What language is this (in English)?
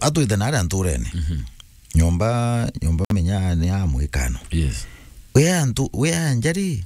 Meru